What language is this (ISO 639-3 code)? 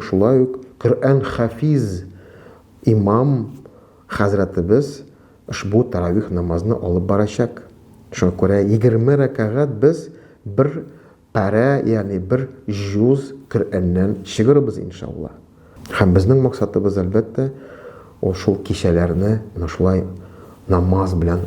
tat